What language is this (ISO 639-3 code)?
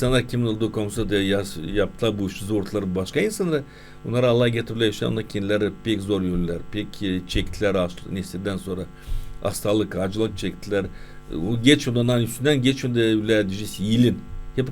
gag